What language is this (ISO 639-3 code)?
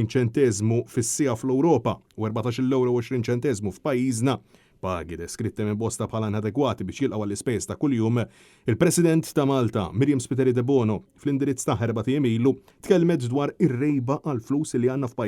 mlt